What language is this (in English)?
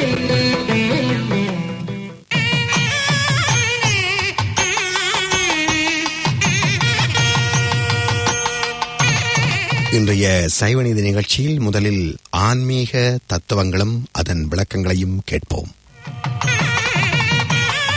Tamil